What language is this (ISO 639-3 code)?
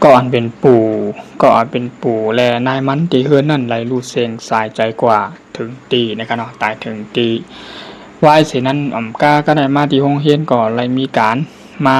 shn